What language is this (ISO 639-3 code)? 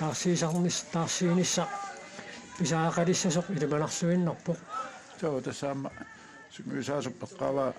kal